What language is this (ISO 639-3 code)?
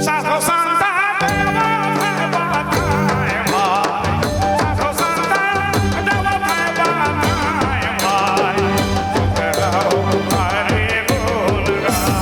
sck